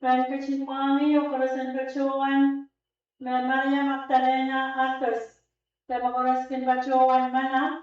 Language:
Pohnpeian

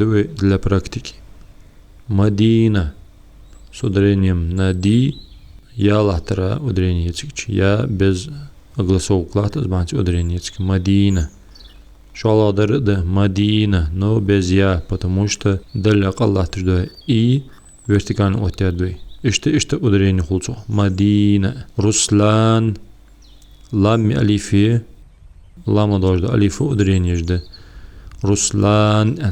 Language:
Ingush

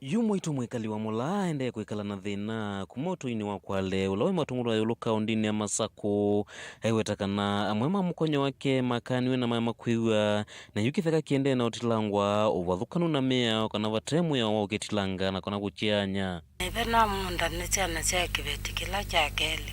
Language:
Kamba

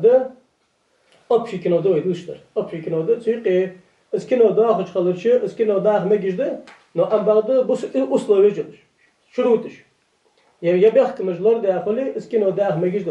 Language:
Ingush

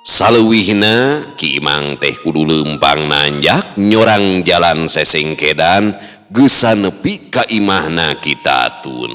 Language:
Sundanese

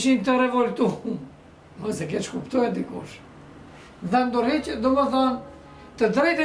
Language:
Albanian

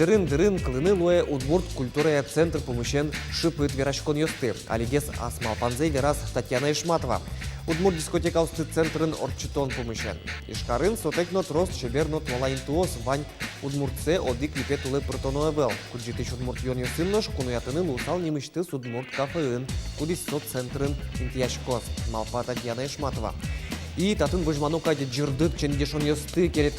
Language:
Udmurt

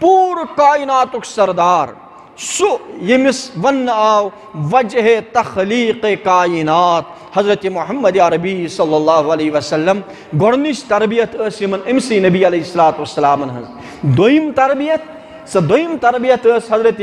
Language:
Kashmiri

